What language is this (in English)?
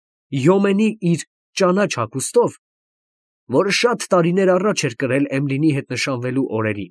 Armenian